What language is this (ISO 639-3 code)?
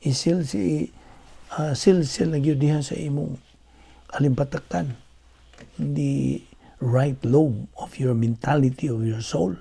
ceb